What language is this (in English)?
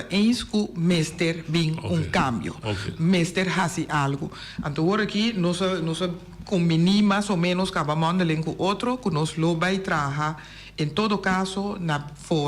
Papiamento